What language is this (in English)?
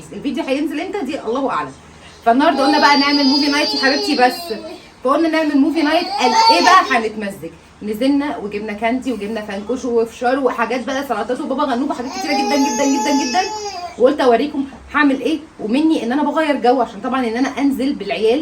Egyptian Arabic